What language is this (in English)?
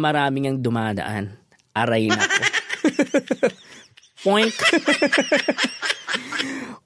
Filipino